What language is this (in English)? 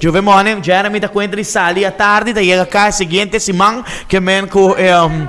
Papiamento